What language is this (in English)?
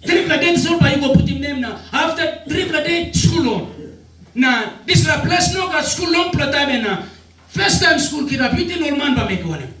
Tok Pisin